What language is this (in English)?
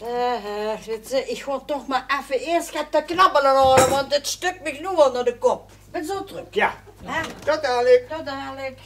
Limburgish